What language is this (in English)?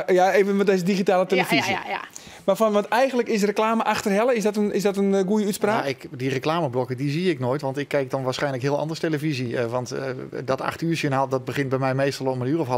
Western Frisian